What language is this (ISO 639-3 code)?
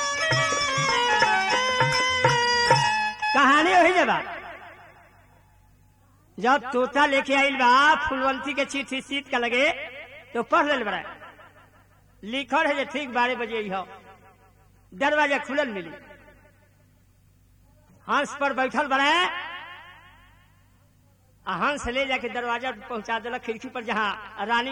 bho